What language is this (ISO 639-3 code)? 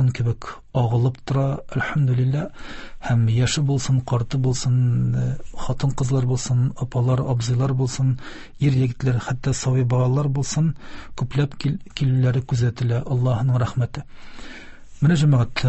tat